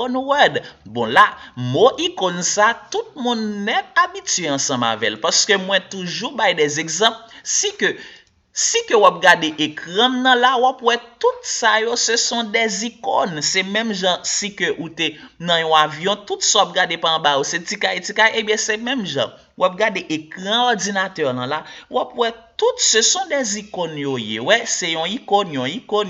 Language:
Haitian Creole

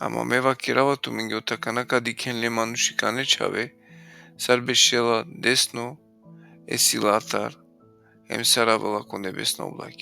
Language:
Balkan Romani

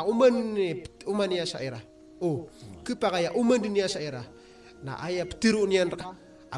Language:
Maranao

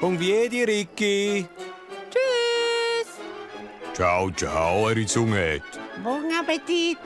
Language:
Romansh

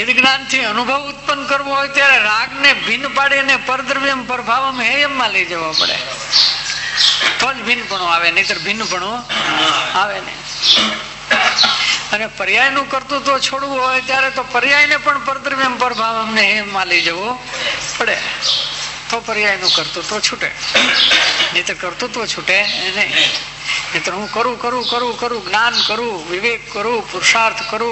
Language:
Gujarati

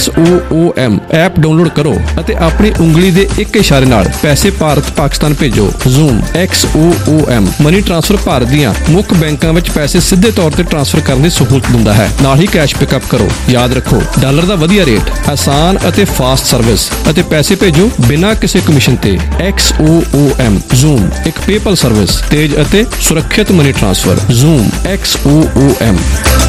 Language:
Punjabi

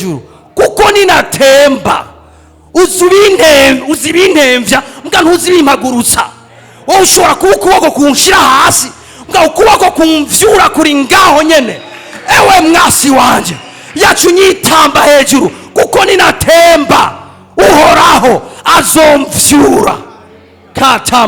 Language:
Rundi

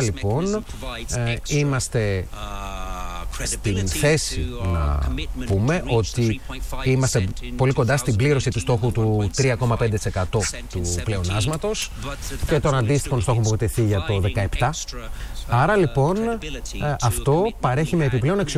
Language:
Greek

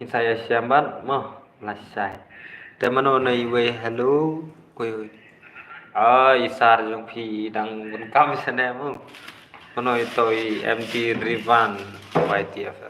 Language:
Khasi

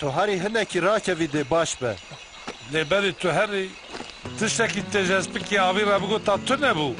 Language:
Kurdish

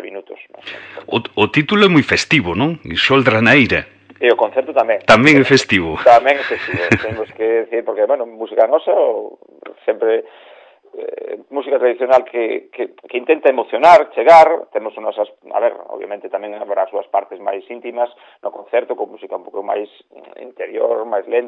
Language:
Galician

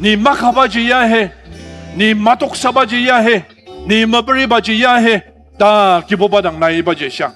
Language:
Ao Naga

